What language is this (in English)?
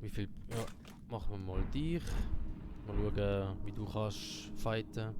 Swiss German